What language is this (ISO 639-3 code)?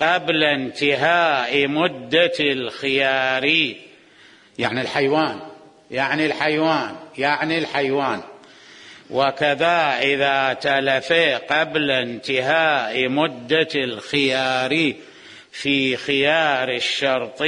acm